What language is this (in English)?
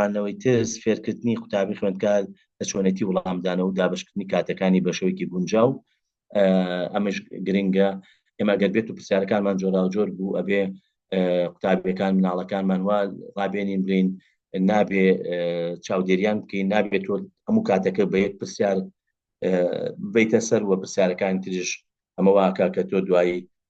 Central Kurdish